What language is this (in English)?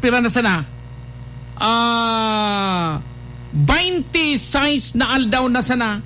Bikol